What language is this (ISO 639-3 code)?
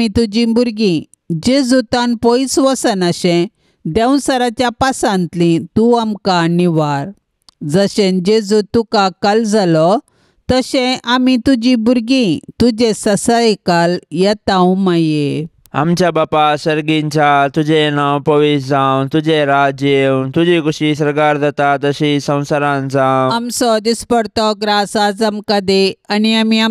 kok